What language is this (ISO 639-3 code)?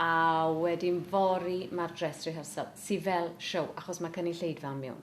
cym